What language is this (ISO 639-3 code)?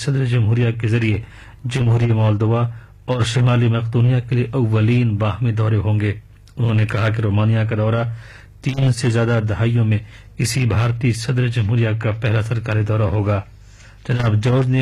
urd